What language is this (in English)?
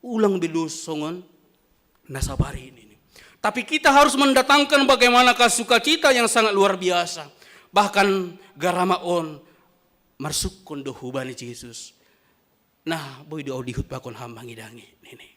Batak Simalungun